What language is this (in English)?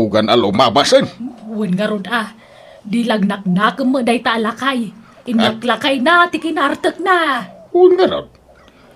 Iloko